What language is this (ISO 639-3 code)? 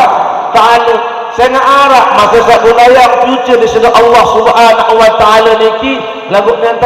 sas